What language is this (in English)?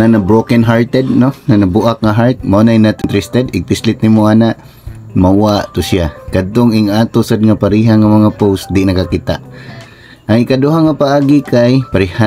Cebuano